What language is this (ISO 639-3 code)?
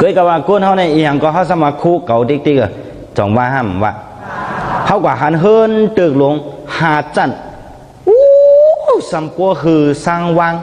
shn